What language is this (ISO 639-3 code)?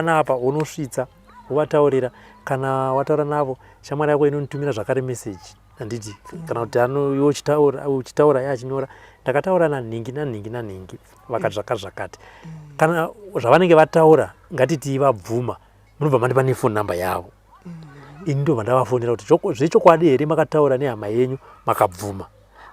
sna